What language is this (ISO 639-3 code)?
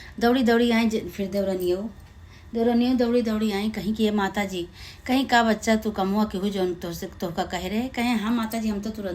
awa